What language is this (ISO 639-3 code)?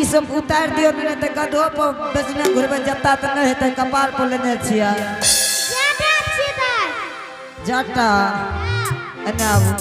anp